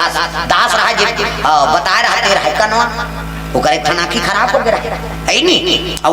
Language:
Chhattisgarhi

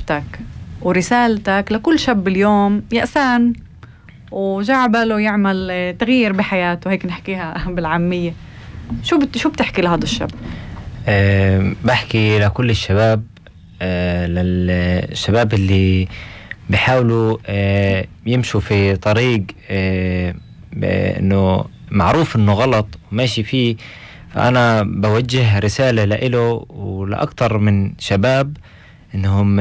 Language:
North Levantine Arabic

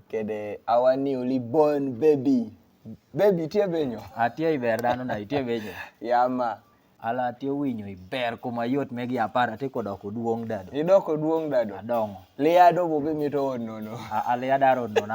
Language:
Kumam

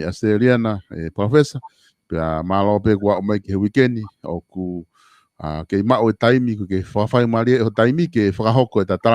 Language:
Tongan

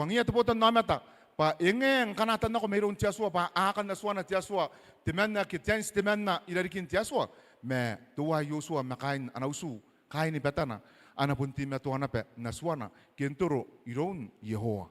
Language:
Gilbertese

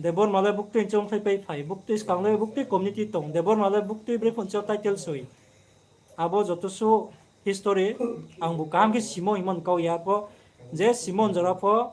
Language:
Riang (India)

